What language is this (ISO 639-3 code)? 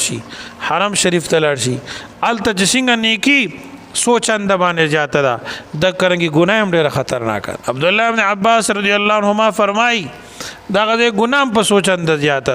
pus